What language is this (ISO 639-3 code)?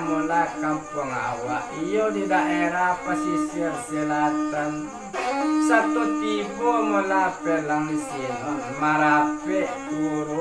min